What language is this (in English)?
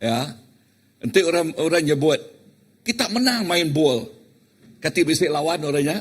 Iban